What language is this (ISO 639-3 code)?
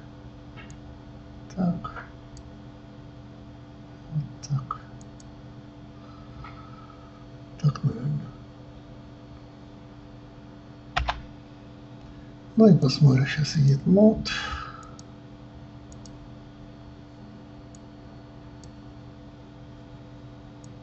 rus